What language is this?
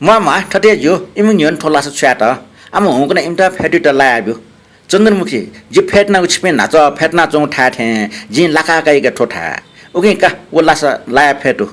Newari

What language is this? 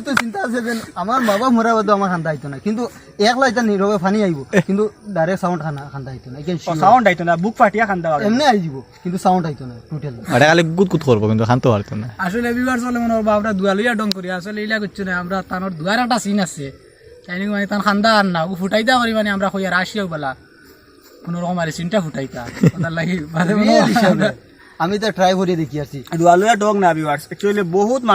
Sylheti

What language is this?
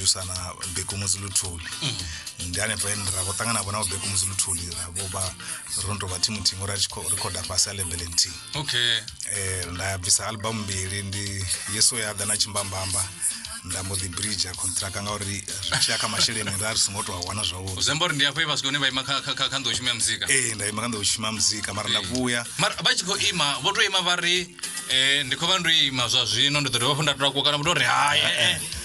Venda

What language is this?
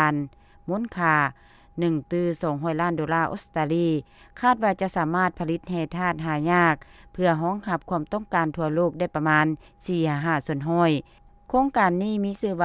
Lao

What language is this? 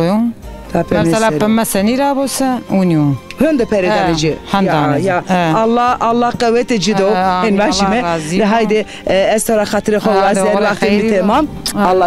Zaza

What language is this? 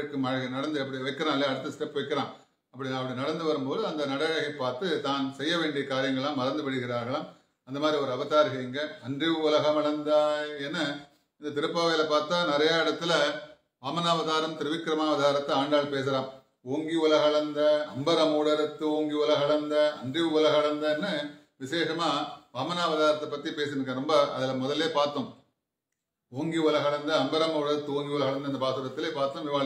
Tamil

